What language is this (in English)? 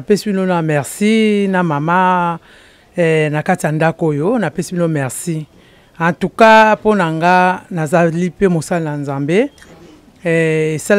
Lingala